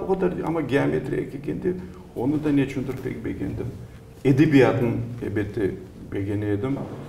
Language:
Crimean Tatar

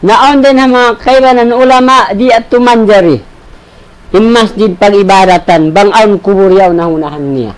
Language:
Tausug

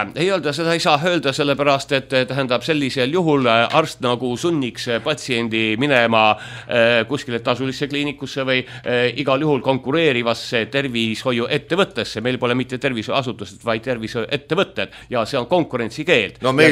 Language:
Estonian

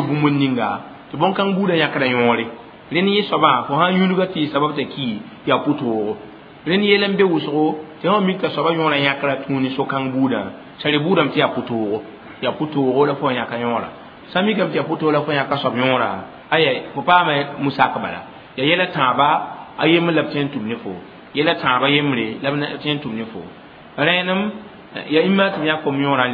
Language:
Mossi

